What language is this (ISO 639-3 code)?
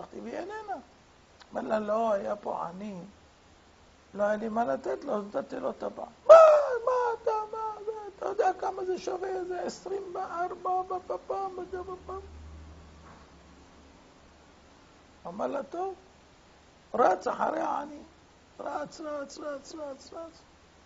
heb